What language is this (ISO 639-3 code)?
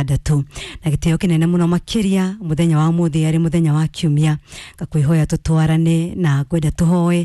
kik